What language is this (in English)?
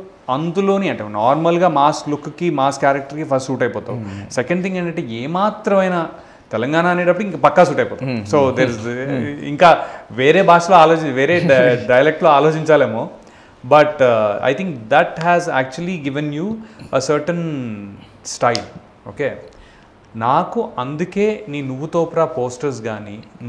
Telugu